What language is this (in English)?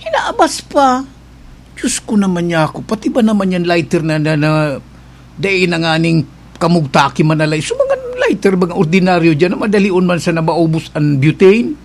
Bikol